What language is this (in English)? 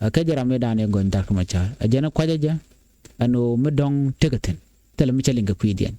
Nuer